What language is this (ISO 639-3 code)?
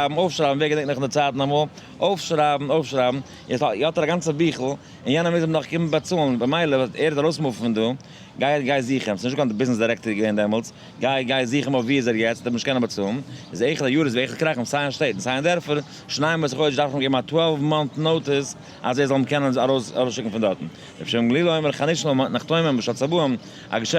yid